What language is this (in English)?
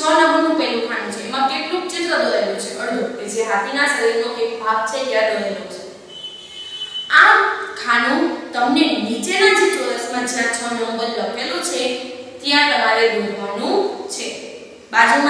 Gujarati